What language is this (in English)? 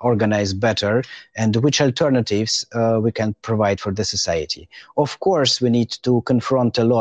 English